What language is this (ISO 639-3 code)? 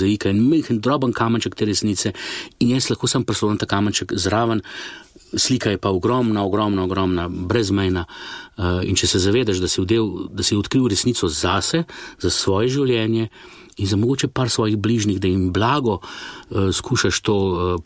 slv